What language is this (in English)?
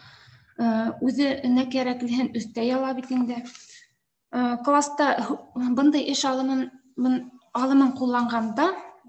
Bashkir